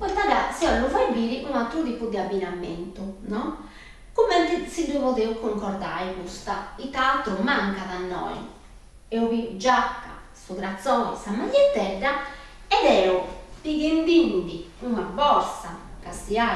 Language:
Sardinian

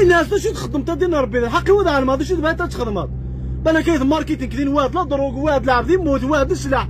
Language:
Kabyle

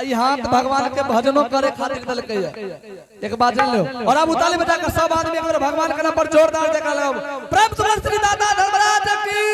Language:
Angika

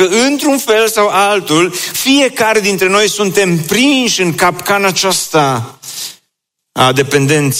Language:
Romanian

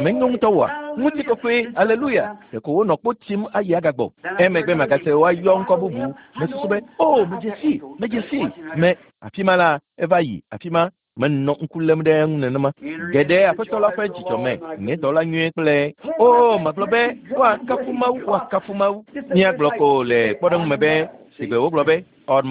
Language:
Ewe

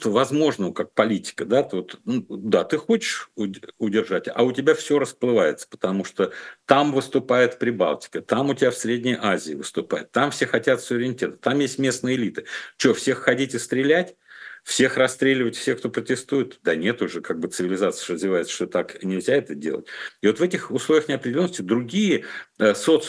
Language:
Russian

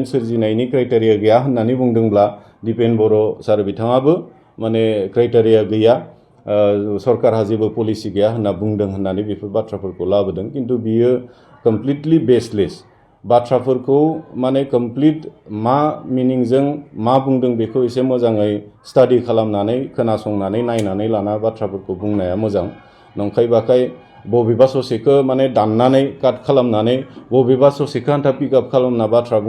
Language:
Bodo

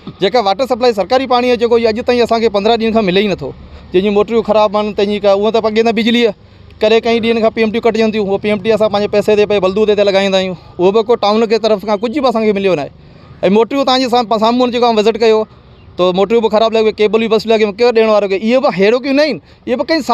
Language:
Sindhi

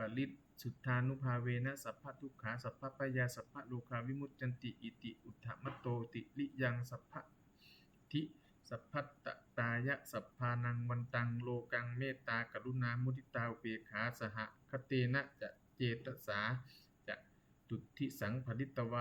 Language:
Pali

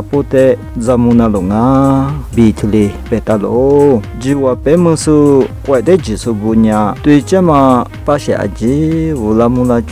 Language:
Lisu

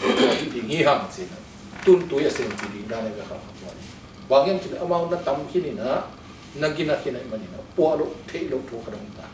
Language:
Tedim Chin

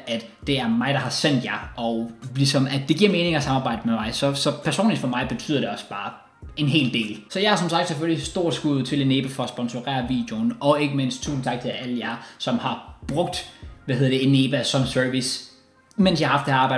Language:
Danish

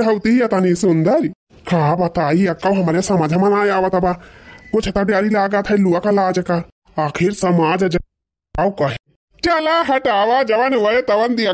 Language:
Awadhi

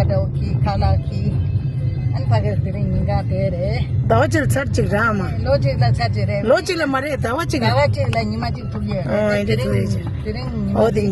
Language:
Tibetan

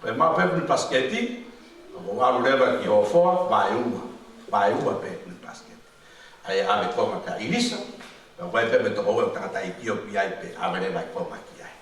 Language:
Tongan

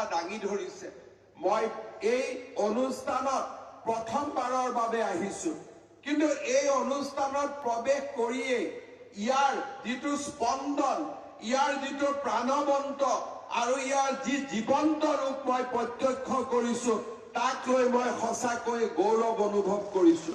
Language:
Assamese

